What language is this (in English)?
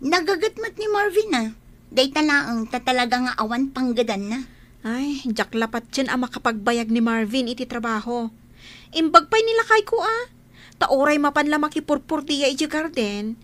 Iloko